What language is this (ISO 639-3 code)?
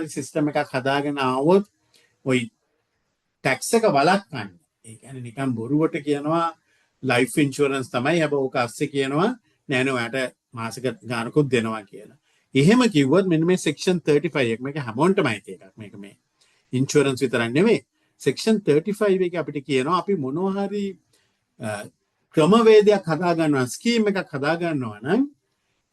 sin